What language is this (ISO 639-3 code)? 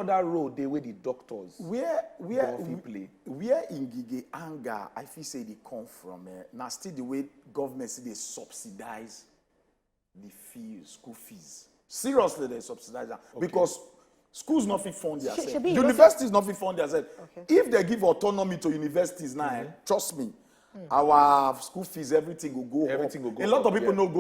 pcm